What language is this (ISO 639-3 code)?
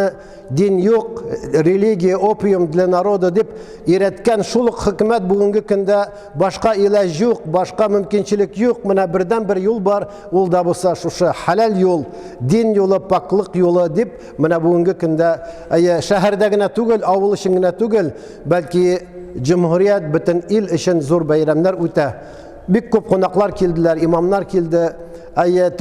tat